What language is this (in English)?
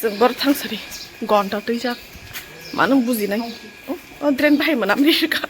Kok Borok